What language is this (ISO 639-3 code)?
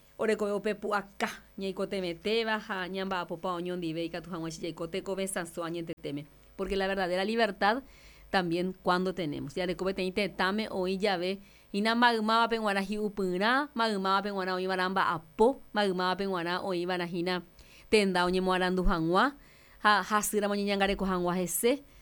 grn